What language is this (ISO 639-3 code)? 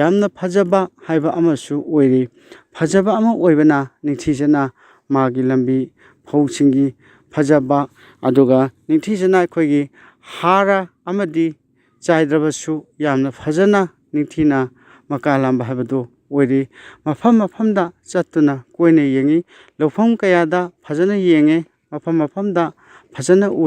mni